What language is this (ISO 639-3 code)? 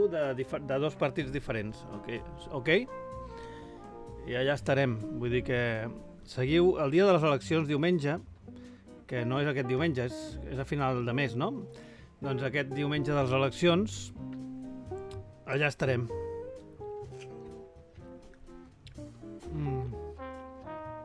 cat